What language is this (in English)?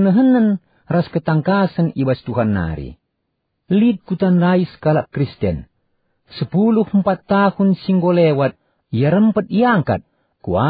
Batak Karo